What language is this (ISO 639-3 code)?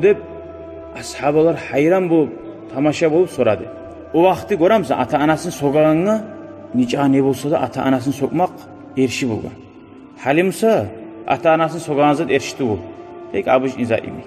kum